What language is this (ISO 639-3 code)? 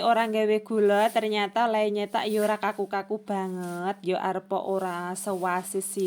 jav